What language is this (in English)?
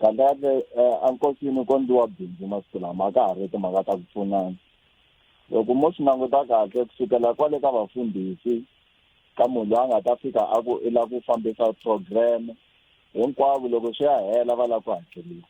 Tsonga